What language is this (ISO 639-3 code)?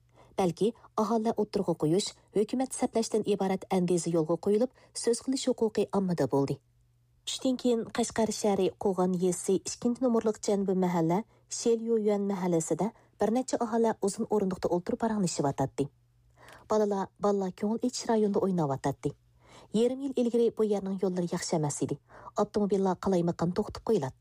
uig